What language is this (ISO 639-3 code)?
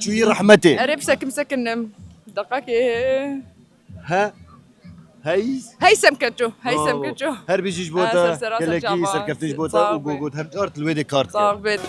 kur